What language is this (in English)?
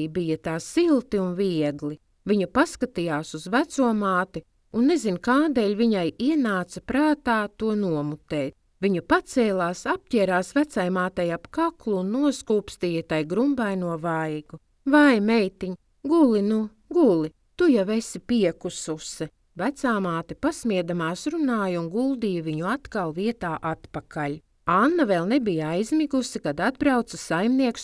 Latvian